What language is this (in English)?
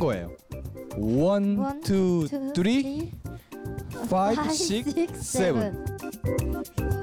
Korean